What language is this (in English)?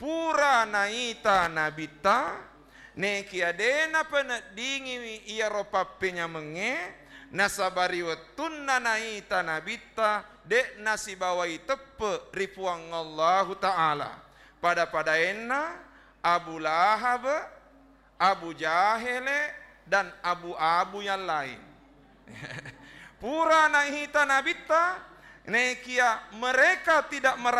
Buginese